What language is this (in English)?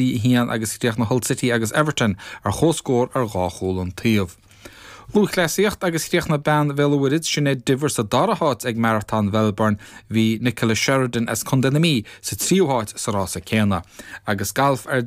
Irish